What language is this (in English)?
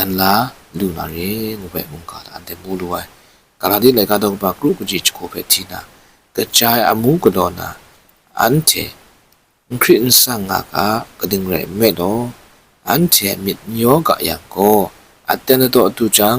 Kachin